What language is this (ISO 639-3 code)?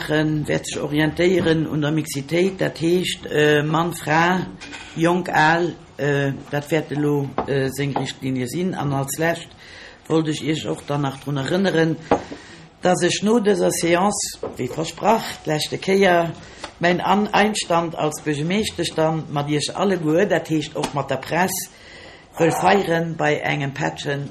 ltz